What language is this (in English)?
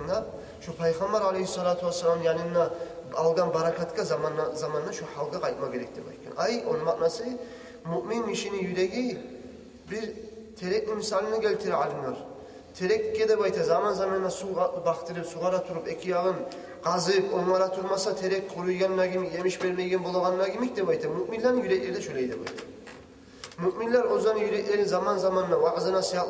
Kumyk